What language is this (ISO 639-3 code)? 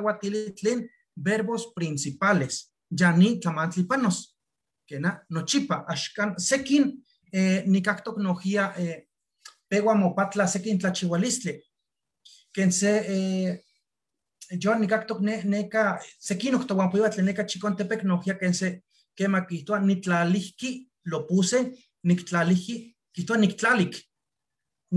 nhe